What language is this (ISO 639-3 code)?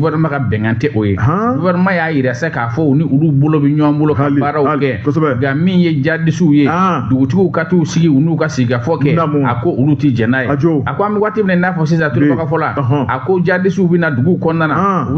bam